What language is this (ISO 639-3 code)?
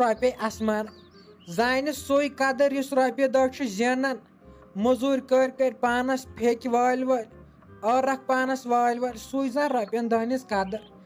kas